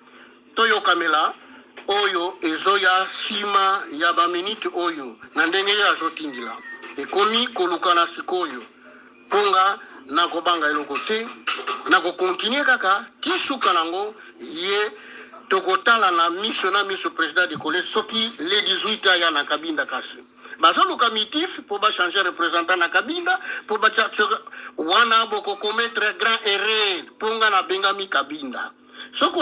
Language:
Lingala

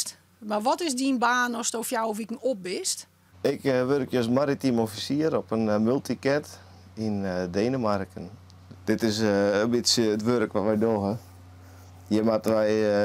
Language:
Western Frisian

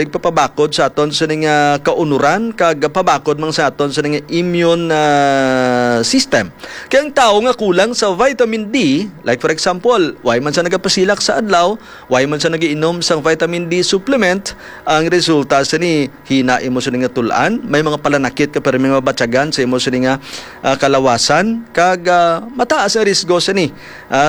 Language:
Hiligaynon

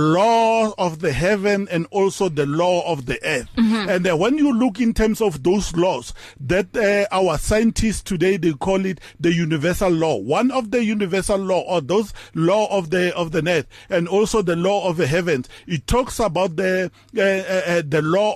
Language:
English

